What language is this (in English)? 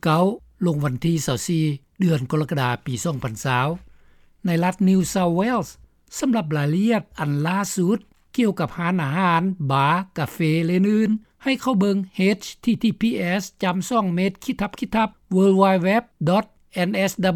Lao